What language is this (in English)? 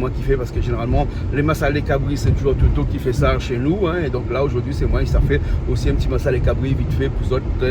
Réunion Creole French